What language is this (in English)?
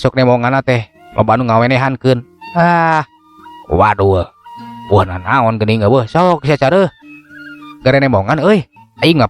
Sundanese